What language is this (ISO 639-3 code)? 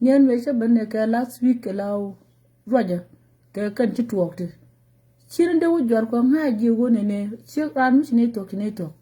nus